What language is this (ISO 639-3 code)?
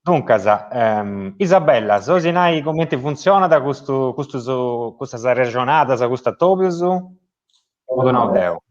srd